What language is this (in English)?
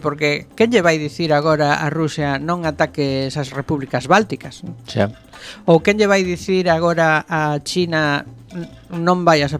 Galician